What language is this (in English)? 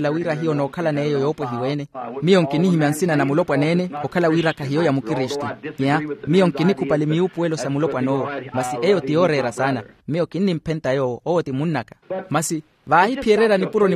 Makhuwa